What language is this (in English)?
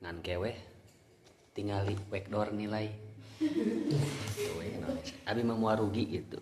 Sundanese